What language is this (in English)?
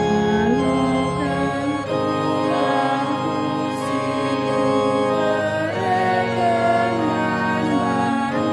Batak Karo